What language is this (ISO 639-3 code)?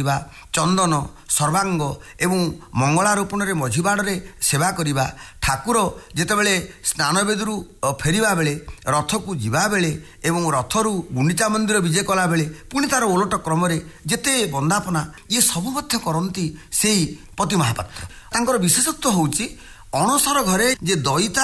ori